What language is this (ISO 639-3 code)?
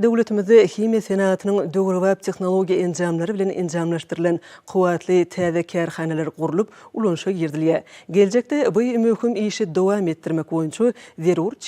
tuk